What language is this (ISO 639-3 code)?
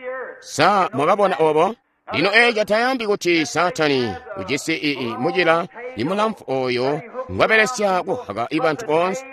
toi